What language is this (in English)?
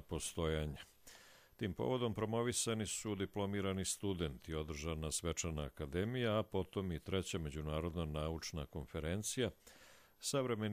Croatian